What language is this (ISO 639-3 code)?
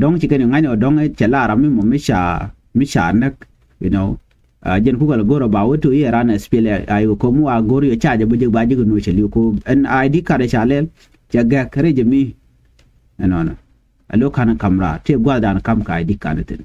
nus